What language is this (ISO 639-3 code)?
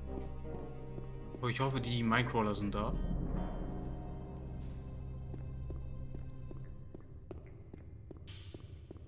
deu